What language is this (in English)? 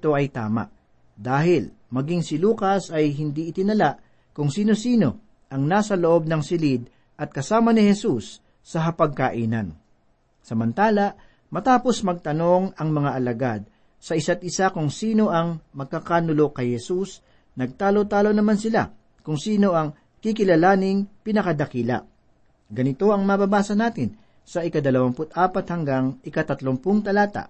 Filipino